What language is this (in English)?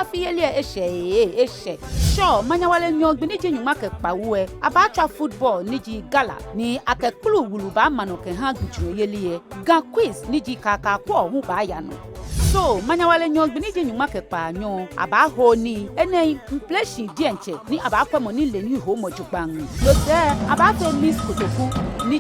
Ga